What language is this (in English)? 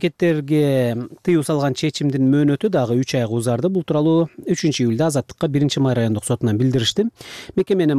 Kyrgyz